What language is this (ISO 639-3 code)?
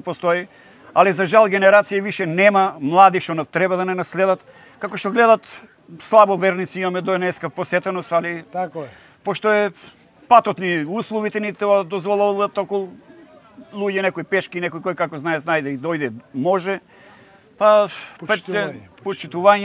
mkd